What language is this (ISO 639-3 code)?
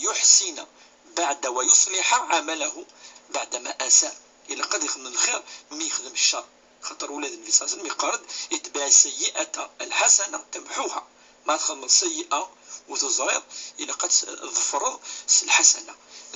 kab